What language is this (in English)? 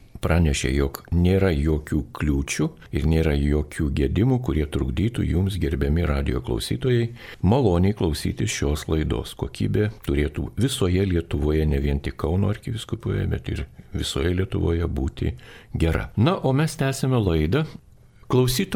Lithuanian